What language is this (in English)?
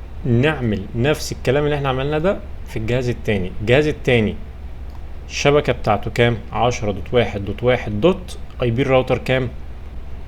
Egyptian Arabic